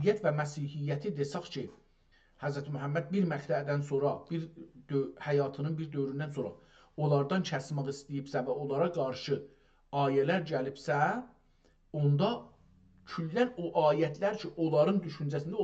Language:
South Azerbaijani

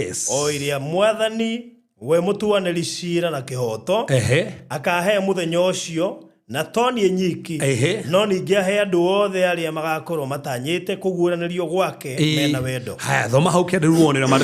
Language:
Kikuyu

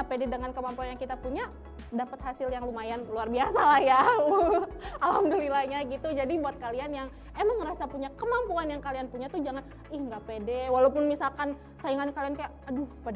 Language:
Indonesian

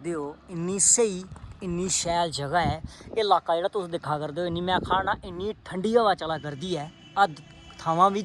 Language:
Dogri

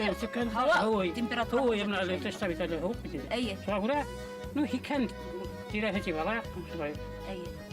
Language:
Bashkir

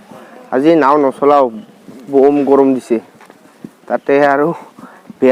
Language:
Assamese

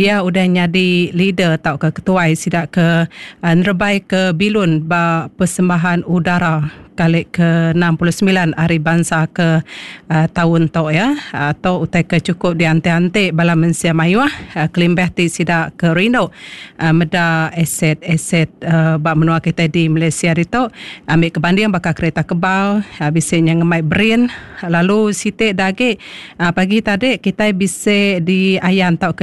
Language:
Iban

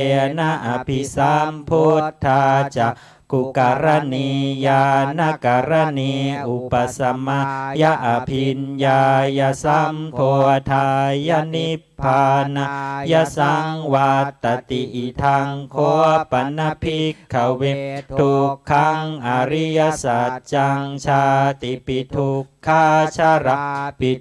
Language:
Pali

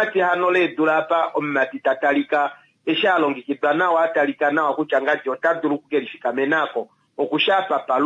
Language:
Kuanyama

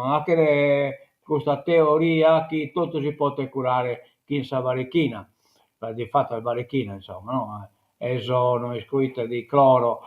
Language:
Sardinian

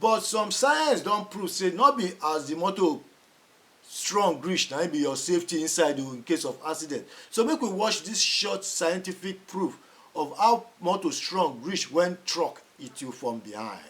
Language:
Nigerian Pidgin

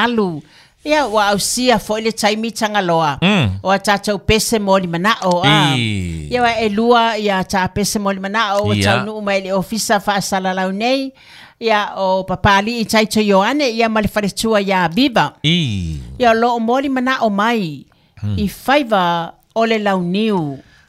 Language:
Samoan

